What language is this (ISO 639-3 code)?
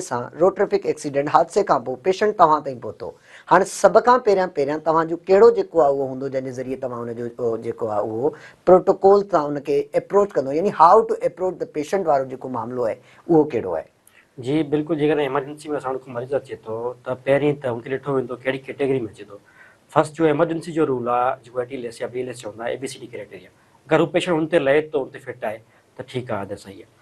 snd